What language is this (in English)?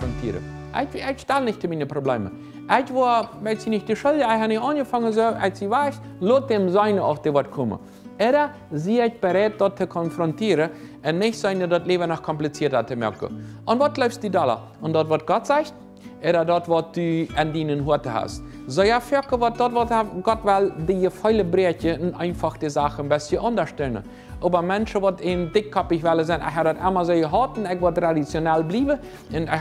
Plautdietsch